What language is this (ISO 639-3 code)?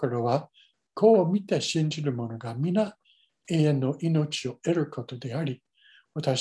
jpn